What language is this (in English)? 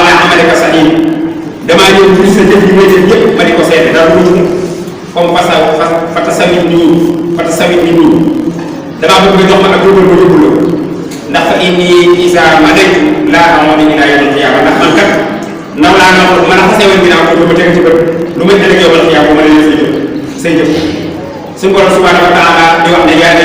Wolof